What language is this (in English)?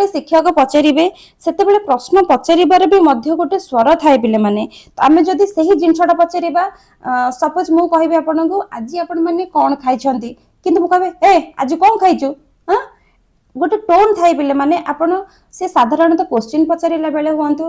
Odia